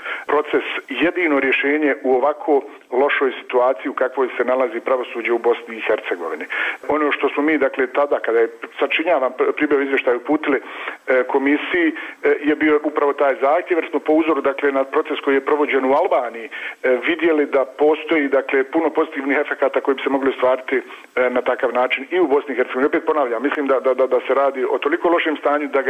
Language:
Bosnian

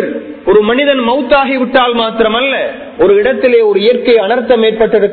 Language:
Tamil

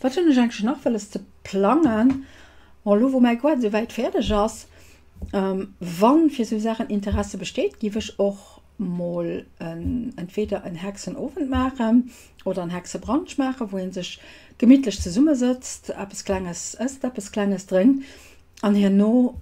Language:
Luxembourgish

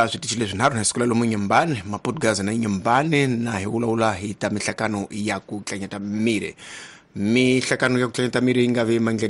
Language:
Tsonga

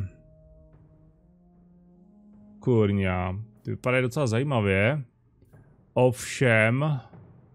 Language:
Czech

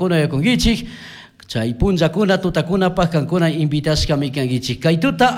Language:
Chimborazo Highland Quichua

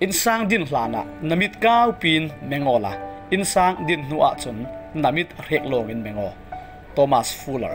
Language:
Falam Chin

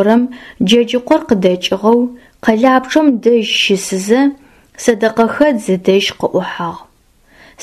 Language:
Adyghe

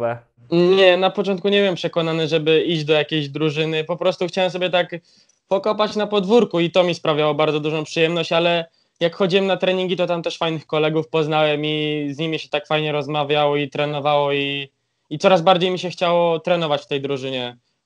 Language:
Polish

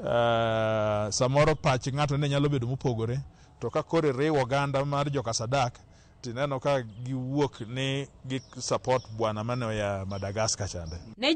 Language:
Luo (Kenya and Tanzania)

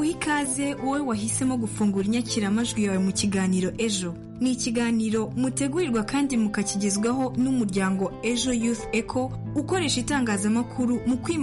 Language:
Kinyarwanda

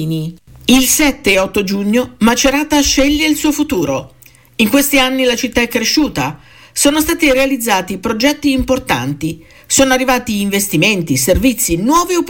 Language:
Italian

